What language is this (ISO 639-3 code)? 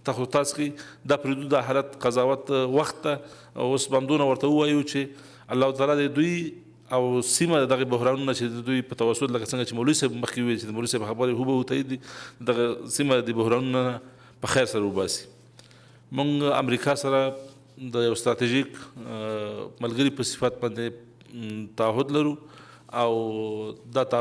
pus